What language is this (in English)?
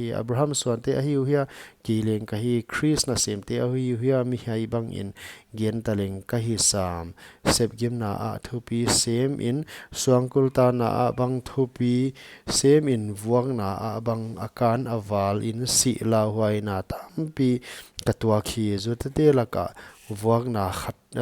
Paite Chin